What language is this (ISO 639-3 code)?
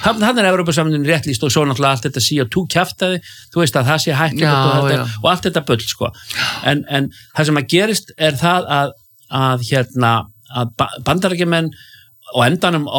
isl